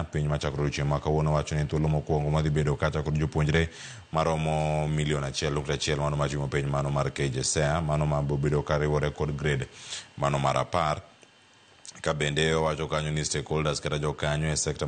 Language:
Luo (Kenya and Tanzania)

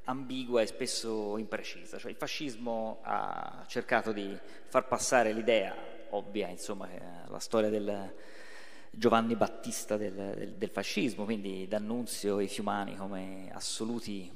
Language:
Italian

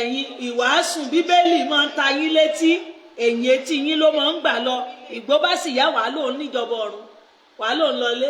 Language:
Yoruba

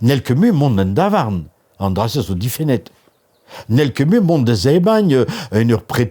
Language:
Breton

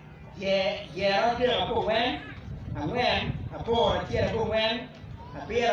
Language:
Acoli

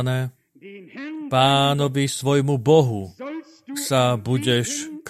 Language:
Slovak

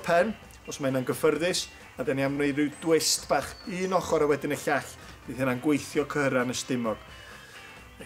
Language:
Welsh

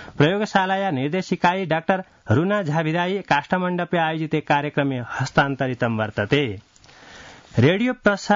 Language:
Sanskrit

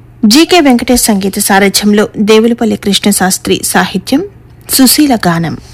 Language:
Telugu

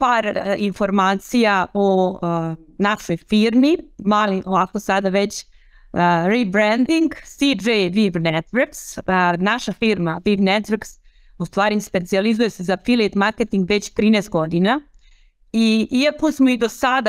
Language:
Serbian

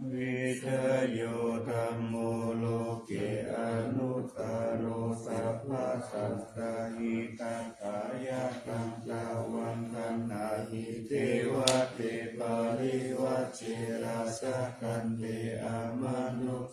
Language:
Pali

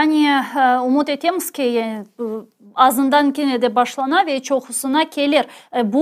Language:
Crimean Tatar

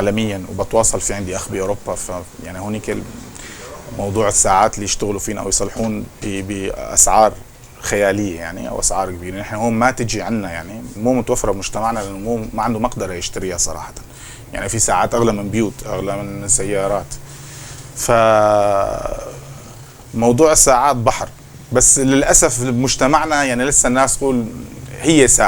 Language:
North Levantine Arabic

